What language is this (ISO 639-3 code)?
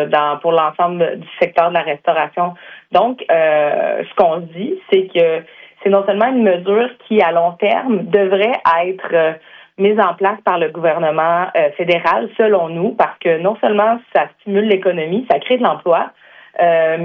fra